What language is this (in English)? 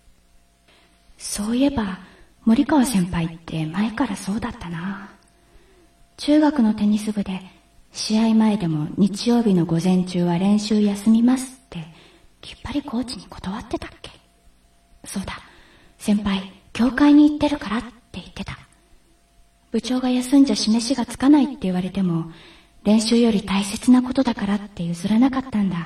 Japanese